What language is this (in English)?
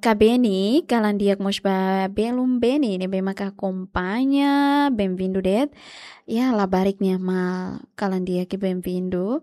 Tetum